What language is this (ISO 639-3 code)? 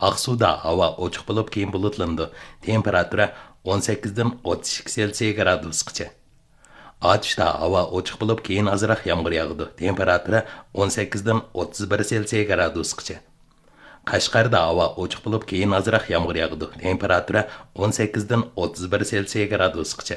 uig